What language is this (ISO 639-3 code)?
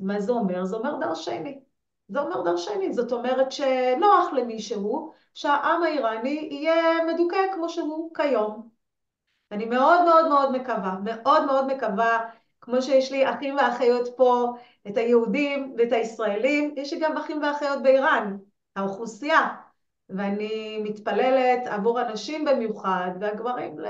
heb